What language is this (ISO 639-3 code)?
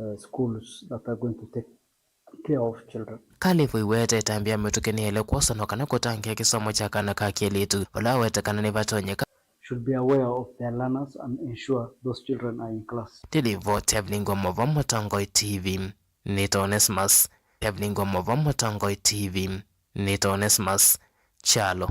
kam